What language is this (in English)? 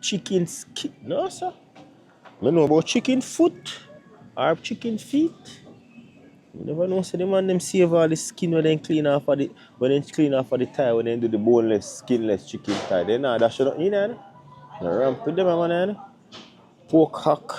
Jamaican Creole English